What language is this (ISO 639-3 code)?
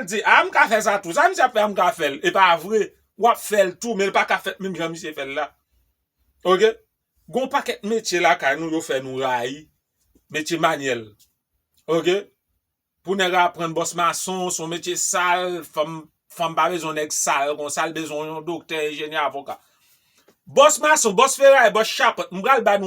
hat